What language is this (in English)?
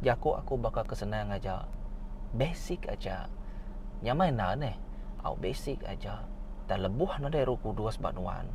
Iban